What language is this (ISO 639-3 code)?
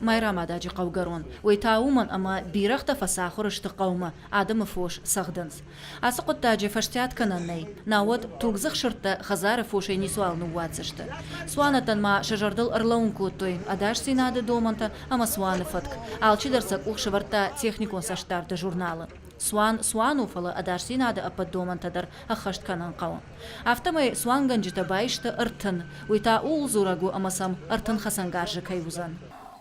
oss